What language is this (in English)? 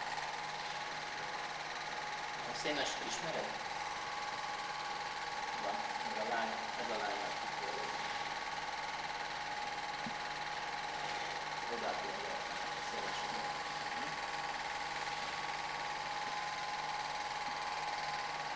Hungarian